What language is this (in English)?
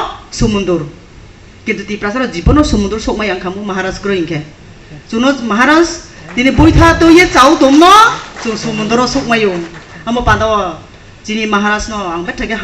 Kok Borok